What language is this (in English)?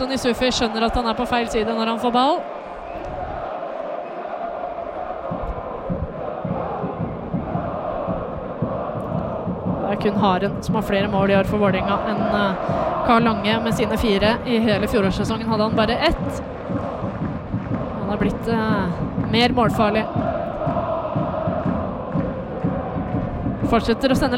Norwegian